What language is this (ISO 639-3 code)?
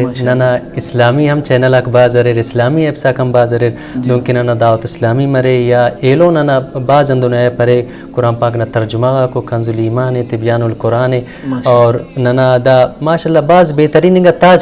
brh